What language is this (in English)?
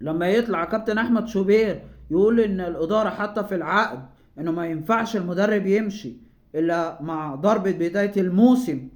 Egyptian Arabic